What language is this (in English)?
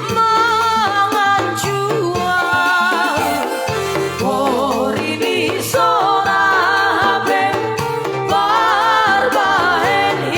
Batak Simalungun